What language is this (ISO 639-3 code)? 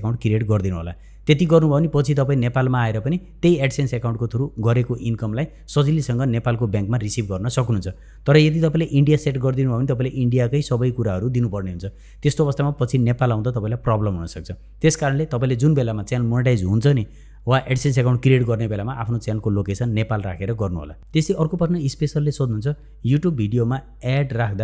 nep